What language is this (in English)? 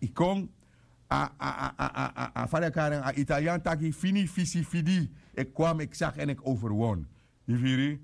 Sranan Tongo